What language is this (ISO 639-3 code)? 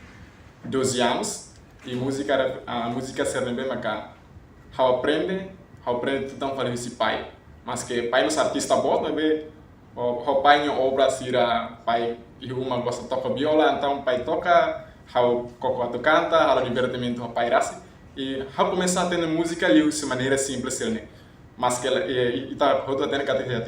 tet